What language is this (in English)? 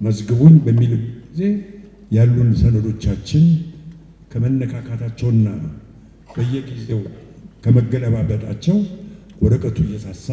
Amharic